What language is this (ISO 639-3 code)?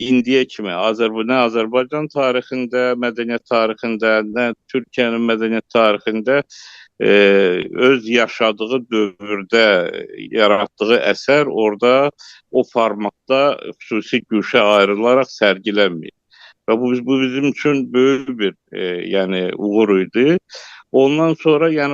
aze